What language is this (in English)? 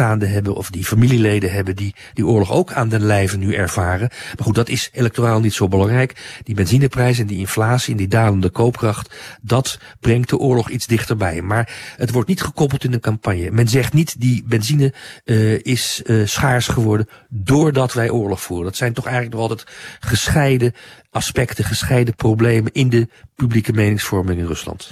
Dutch